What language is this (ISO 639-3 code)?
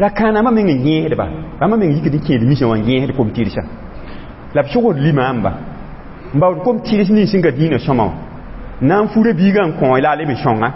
mos